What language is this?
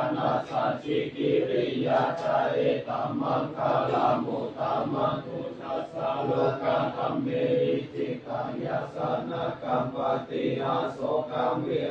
Pali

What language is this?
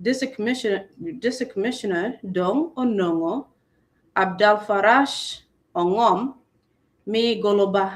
Acoli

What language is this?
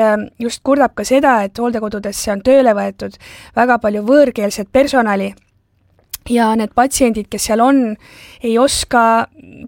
Estonian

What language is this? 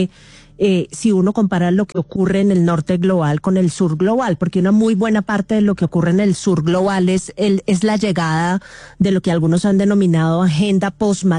Spanish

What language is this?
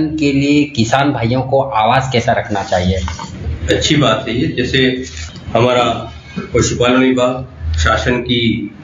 Hindi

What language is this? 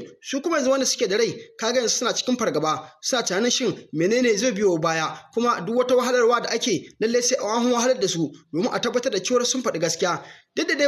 Hausa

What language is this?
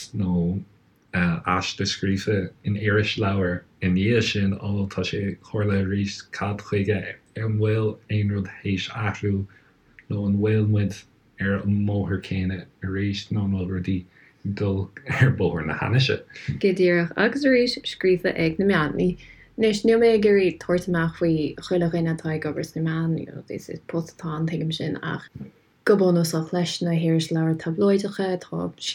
Irish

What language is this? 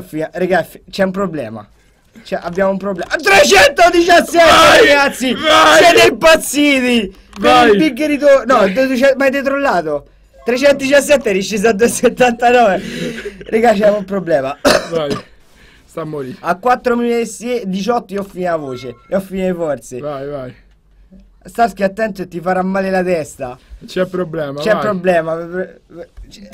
Italian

